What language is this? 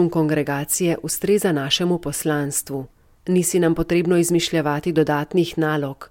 Slovenian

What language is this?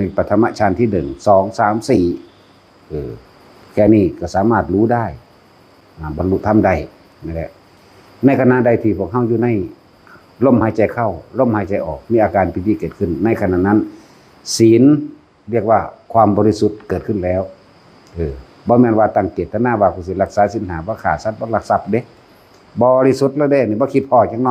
Northeastern Thai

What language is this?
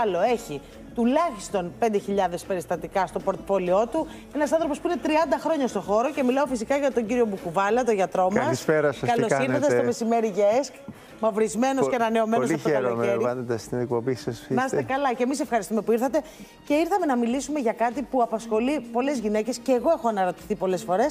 Greek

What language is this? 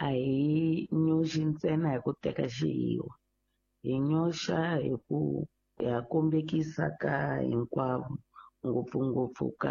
Tsonga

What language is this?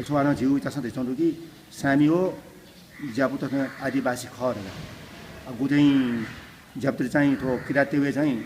Newari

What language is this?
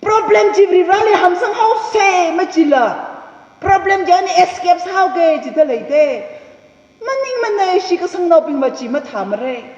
Tangkhul Naga (India)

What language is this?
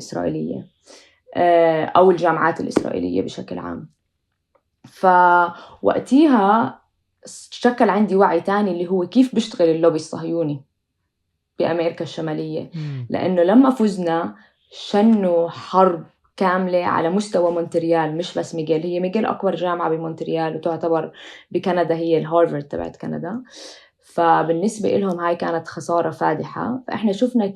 North Levantine Arabic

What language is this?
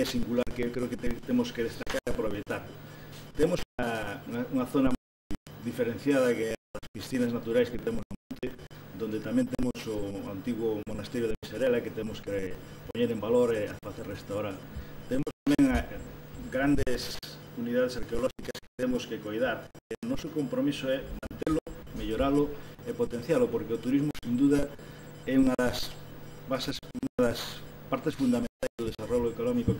Galician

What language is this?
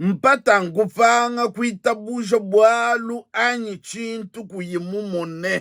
Luba-Lulua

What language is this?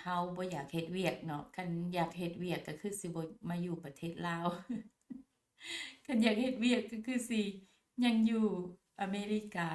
Lao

